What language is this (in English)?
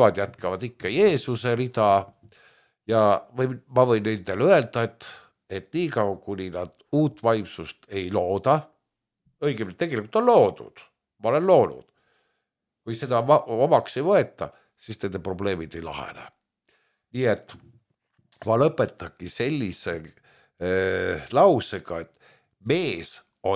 Estonian